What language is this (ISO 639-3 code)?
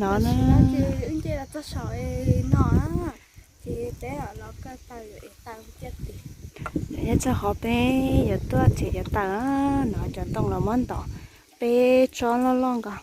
hmn